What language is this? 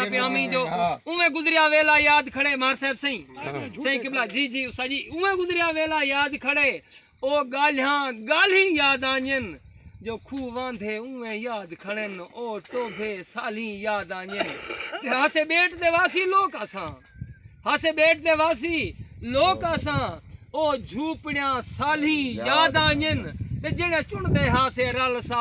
Saraiki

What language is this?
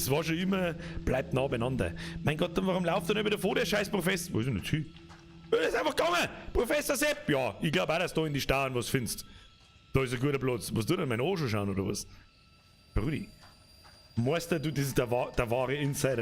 Bavarian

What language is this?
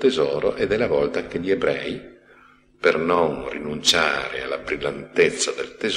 Italian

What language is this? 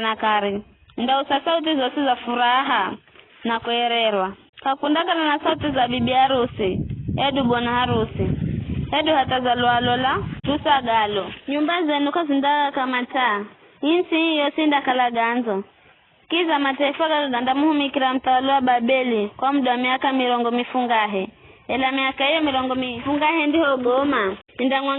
Giryama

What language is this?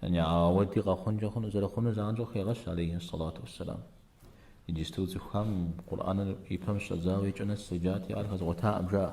Kabardian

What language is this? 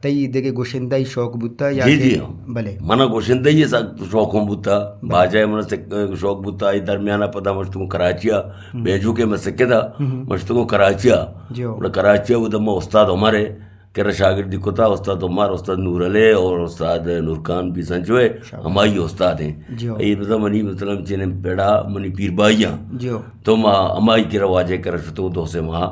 Eastern Balochi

